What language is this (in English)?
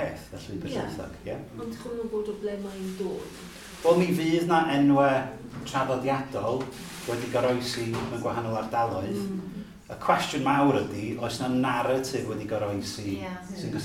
Welsh